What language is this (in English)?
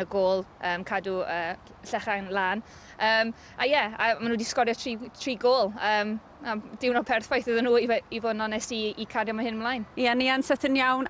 Welsh